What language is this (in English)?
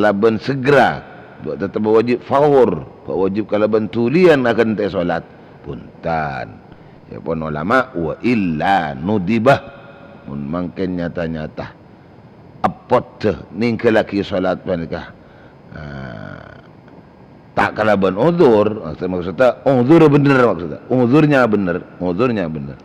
Madurese